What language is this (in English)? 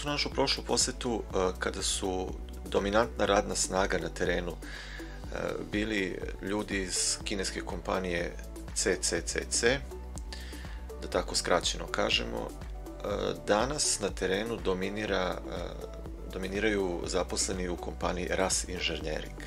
Serbian